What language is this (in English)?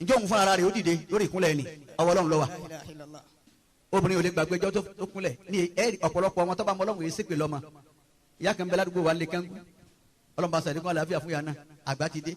Yoruba